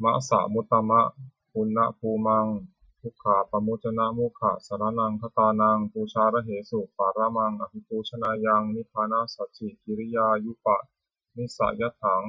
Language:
Pali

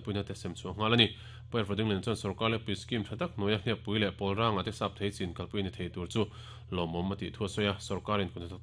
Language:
Mizo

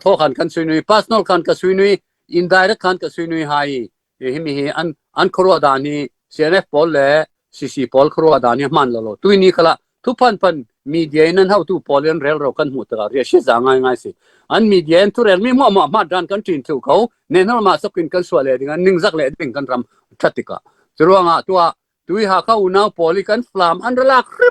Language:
Falam Chin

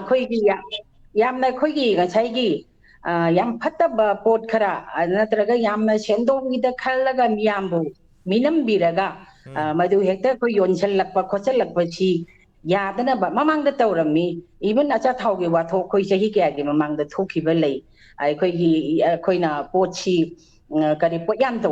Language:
Manipuri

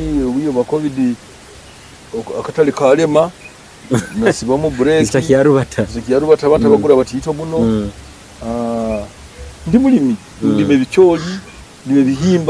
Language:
Nyoro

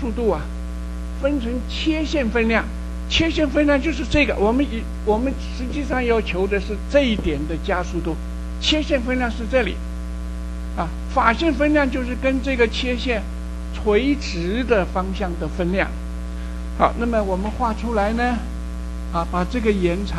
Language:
Chinese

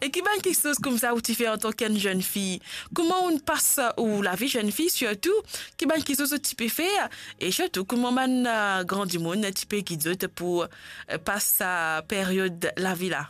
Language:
Morisyen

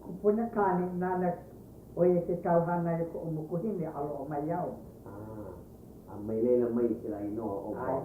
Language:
Hawaiian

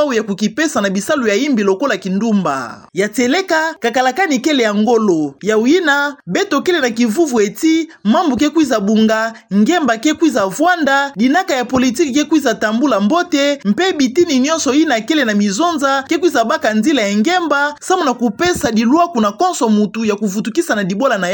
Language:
Kituba (Democratic Republic of Congo)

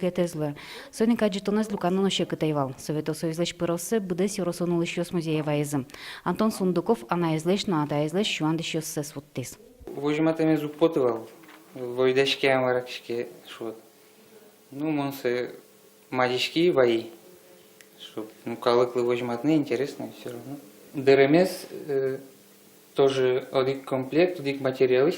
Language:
Udmurt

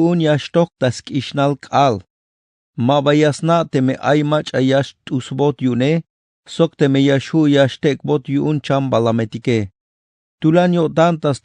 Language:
Tzeltal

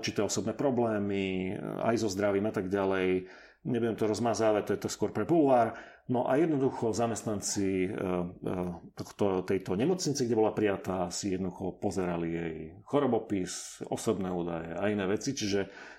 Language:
Slovak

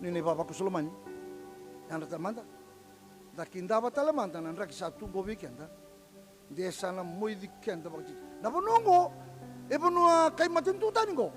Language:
Fijian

